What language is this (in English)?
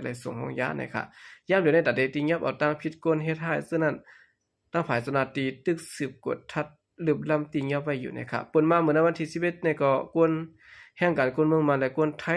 Shan